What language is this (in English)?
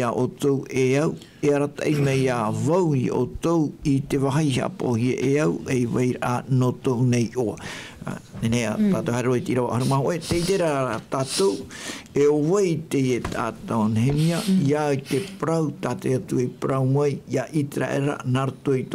Tahitian